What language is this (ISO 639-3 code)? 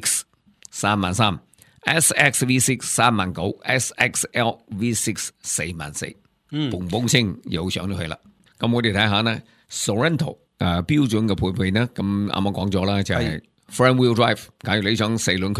yue